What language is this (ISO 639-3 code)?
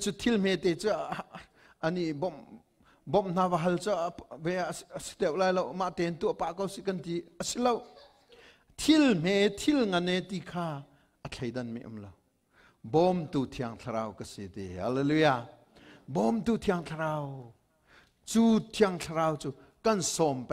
cnh